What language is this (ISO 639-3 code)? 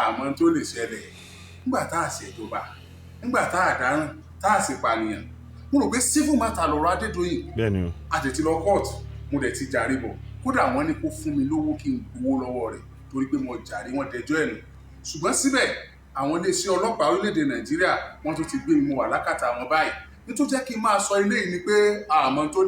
yor